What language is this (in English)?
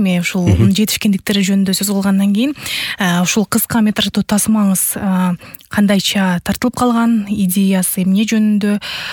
Kyrgyz